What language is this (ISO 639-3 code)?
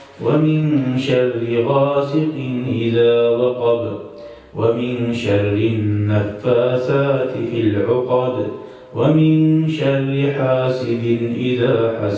kum